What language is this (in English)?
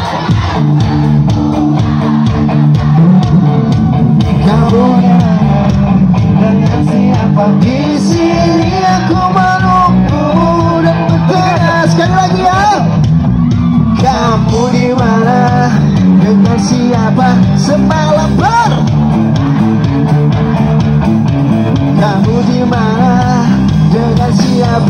Indonesian